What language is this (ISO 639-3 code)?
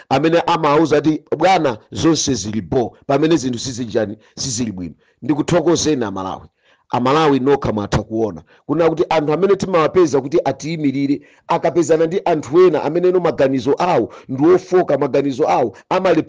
nya